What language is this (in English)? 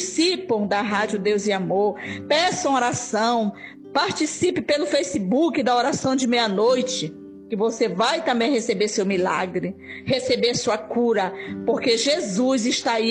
Portuguese